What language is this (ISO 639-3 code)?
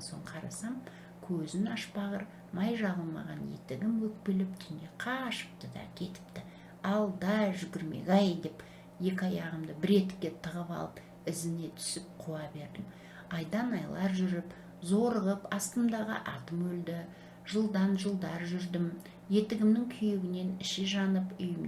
kaz